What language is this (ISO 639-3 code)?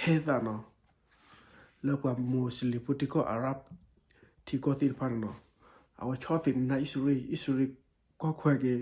ksw